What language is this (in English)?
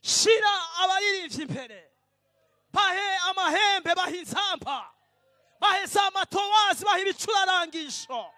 Rundi